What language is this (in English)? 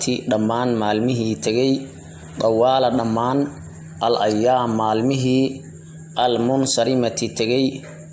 Somali